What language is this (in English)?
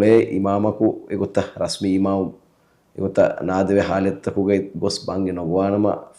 Divehi